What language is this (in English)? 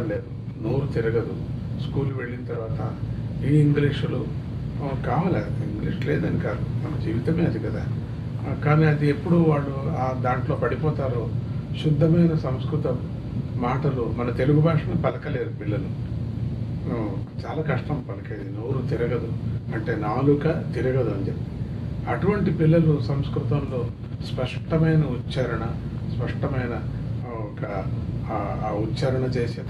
Telugu